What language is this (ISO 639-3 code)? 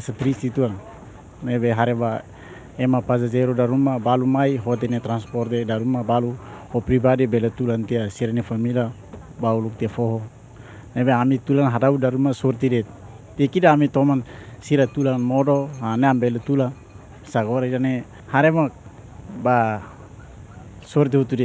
tet